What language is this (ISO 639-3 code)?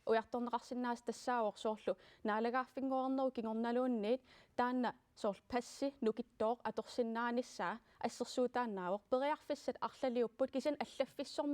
kal